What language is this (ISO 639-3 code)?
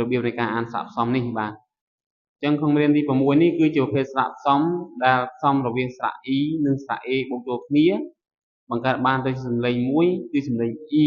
khm